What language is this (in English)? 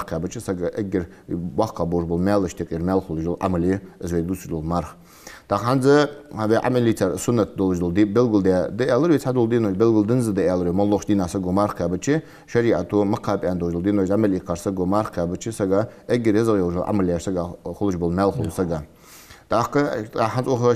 Ingush